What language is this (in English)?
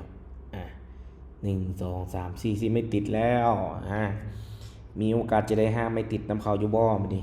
Lao